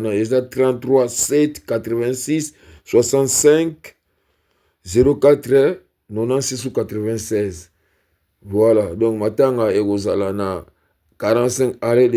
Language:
Lingala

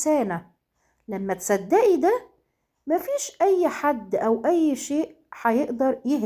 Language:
Egyptian Arabic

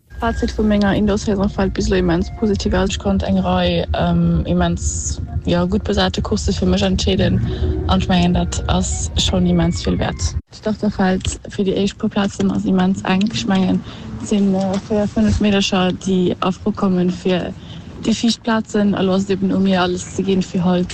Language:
Luxembourgish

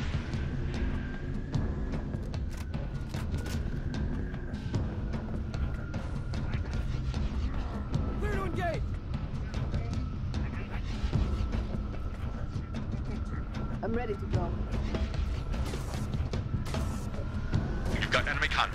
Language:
English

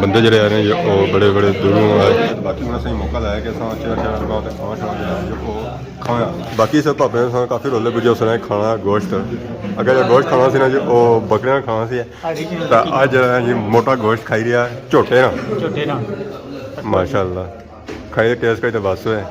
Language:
Pahari-Potwari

